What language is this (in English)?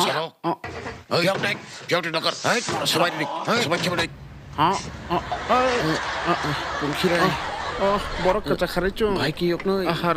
Kok Borok